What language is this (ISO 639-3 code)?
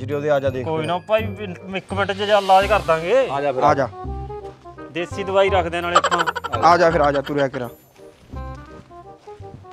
pan